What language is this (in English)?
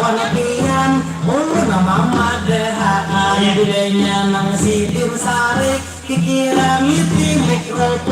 Banjar